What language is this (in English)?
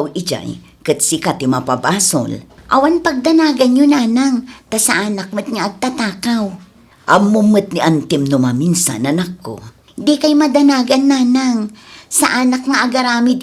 Iloko